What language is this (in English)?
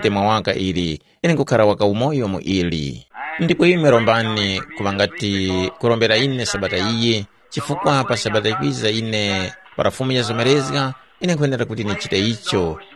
Tumbuka